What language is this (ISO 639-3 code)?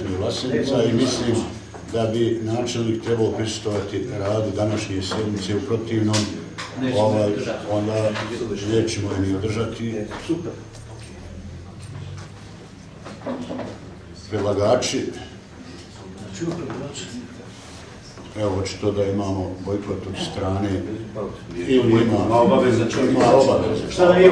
bos